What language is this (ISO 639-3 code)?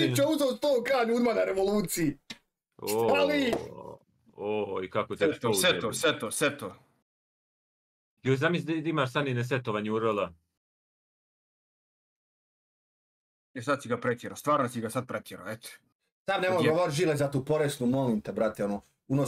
hrv